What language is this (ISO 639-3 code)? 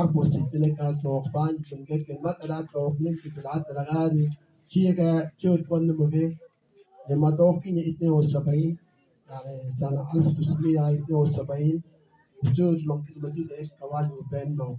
mfz